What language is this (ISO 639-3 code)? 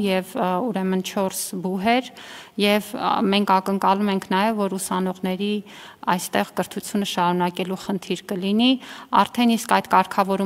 hye